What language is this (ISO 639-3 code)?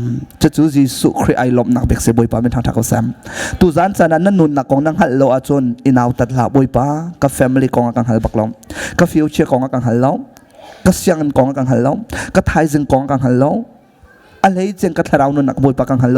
cnh